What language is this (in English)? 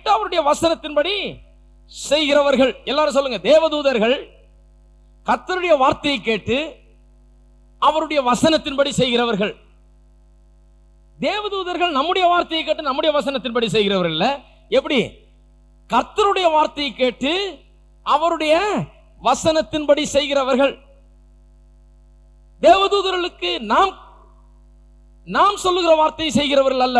Tamil